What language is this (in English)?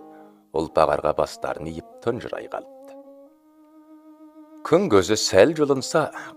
Kazakh